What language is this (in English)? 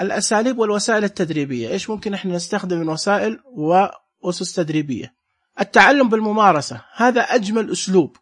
Najdi Arabic